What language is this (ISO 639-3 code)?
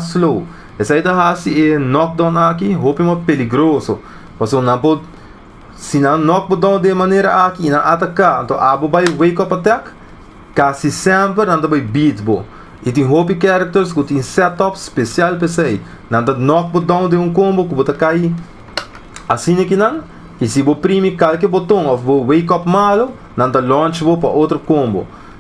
pap